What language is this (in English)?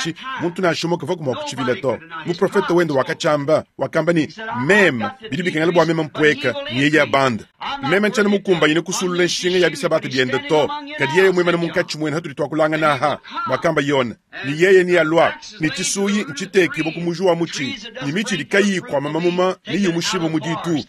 Luba-Lulua